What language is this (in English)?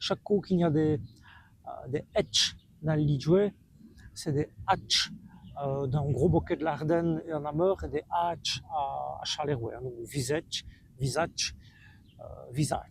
Walloon